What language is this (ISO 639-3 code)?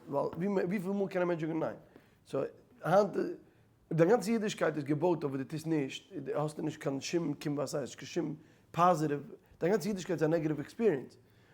yid